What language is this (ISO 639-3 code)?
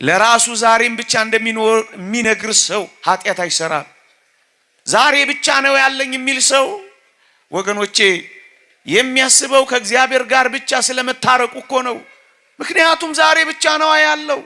amh